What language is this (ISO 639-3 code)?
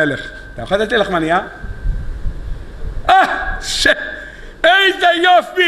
heb